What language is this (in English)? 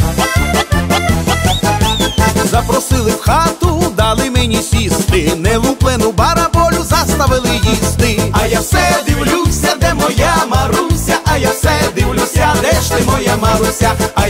Ukrainian